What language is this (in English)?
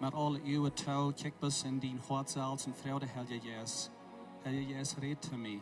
Plautdietsch